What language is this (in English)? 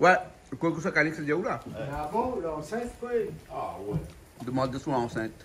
Réunion Creole French